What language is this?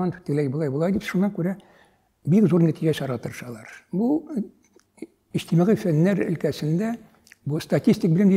Tatar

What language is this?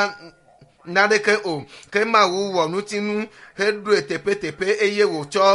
Ewe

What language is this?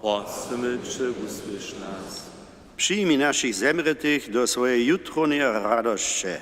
Upper Sorbian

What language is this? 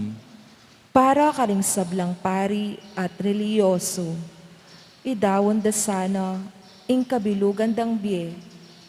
Pampanga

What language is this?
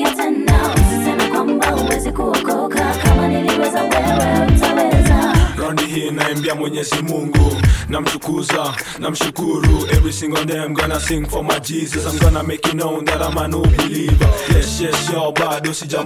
Swahili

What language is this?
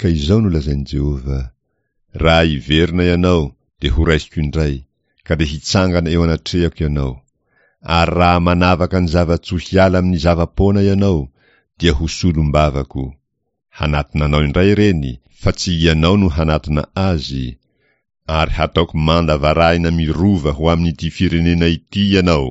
Malagasy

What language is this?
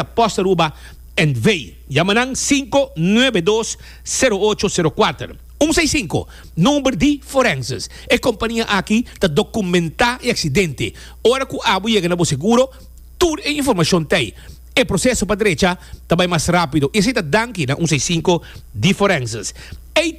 Papiamento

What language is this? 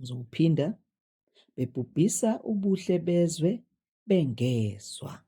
Zulu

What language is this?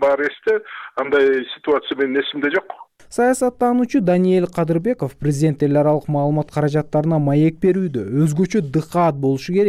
Kyrgyz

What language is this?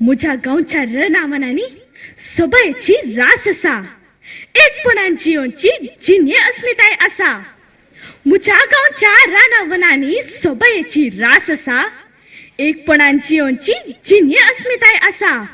Konkani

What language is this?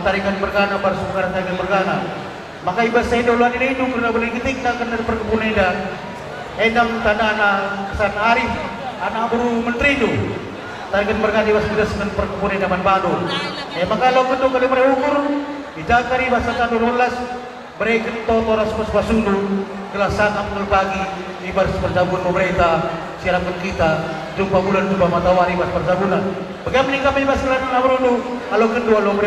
Batak Karo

